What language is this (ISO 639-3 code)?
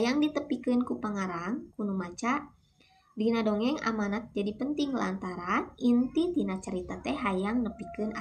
sun